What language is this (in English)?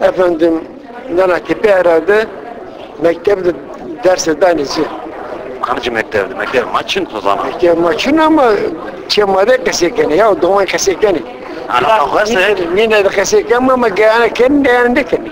Zaza